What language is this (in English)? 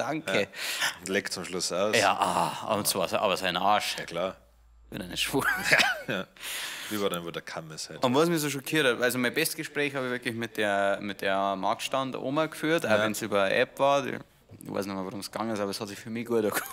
Bavarian